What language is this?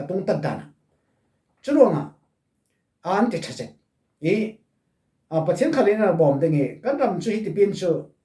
Falam Chin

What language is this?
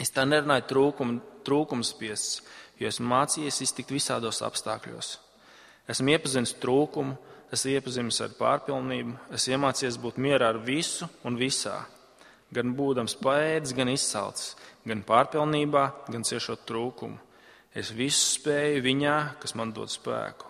Latvian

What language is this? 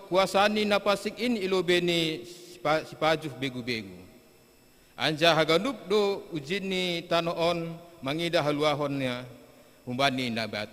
Batak Simalungun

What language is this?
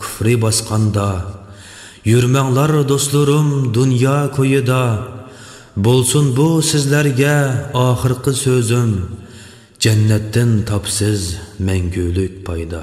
Uyghur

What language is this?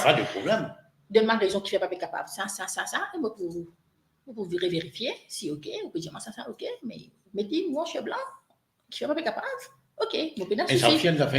Morisyen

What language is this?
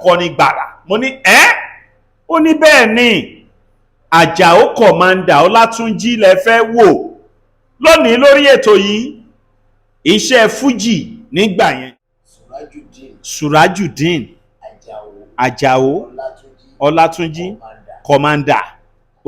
Yoruba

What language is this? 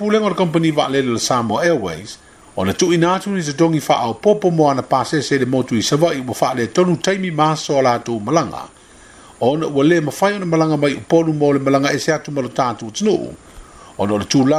Samoan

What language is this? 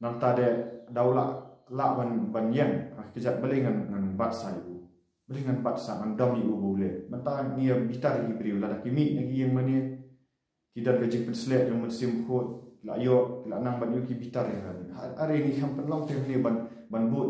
Khasi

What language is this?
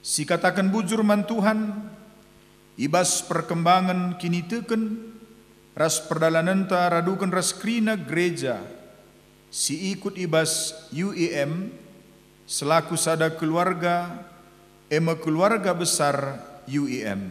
Batak Karo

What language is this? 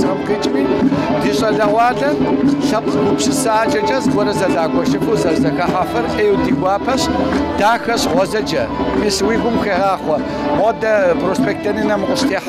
Kabardian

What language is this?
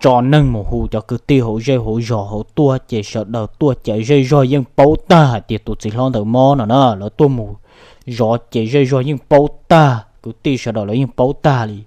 Hmong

